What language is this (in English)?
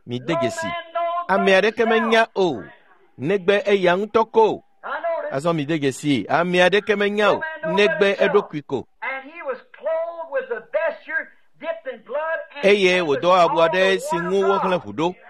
Ewe